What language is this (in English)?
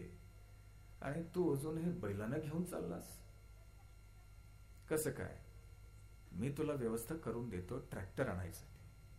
Marathi